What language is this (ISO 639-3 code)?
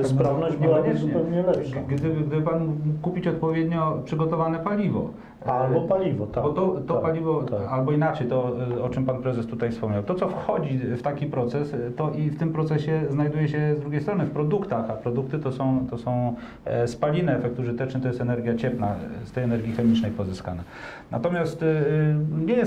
pol